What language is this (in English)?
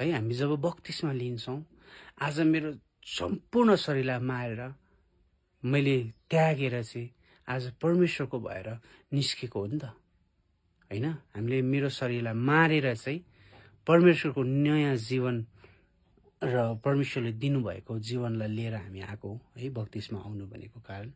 Nepali